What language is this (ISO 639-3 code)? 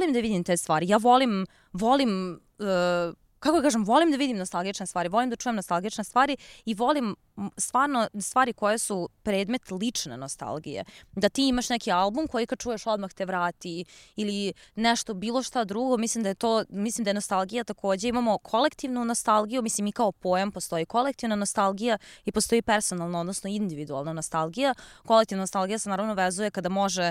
srp